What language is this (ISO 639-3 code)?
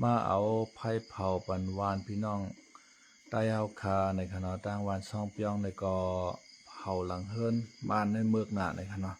shn